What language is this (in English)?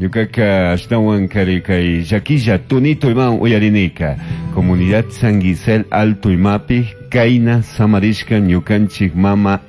Chimborazo Highland Quichua